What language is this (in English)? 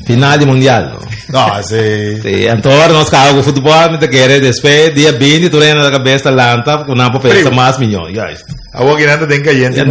Papiamento